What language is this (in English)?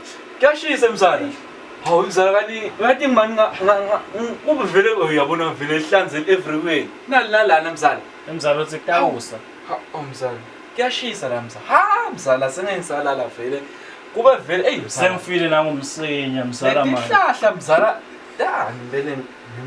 Swati